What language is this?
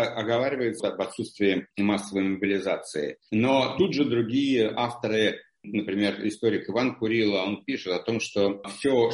Russian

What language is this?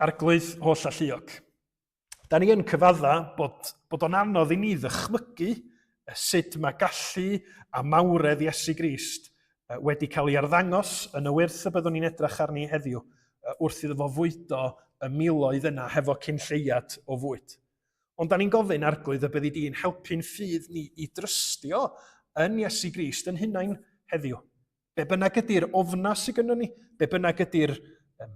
Welsh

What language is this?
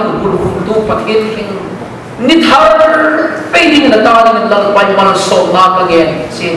Hmar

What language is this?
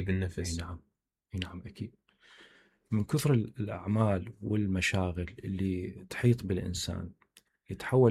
Mesopotamian Arabic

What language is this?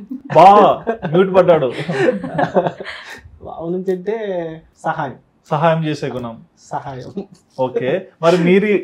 Telugu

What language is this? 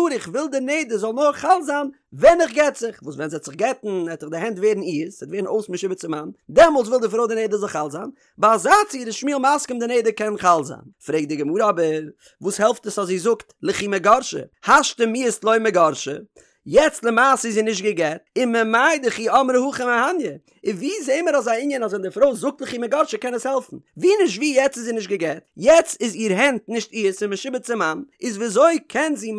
Yiddish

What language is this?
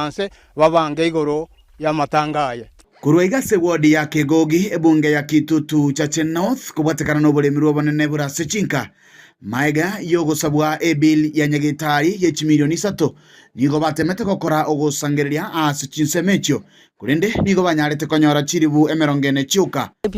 Gusii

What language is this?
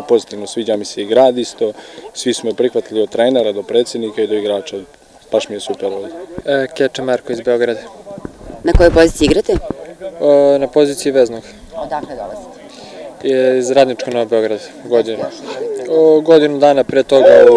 Serbian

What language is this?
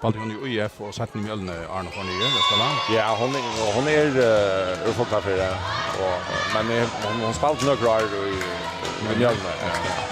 Faroese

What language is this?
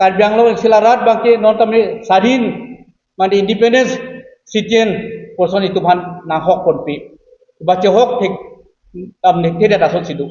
Karbi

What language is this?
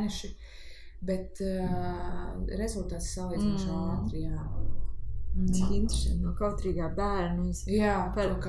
Latvian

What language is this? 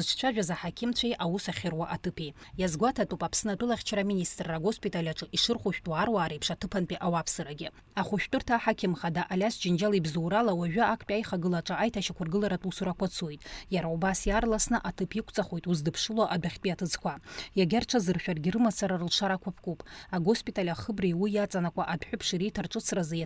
Abkhazian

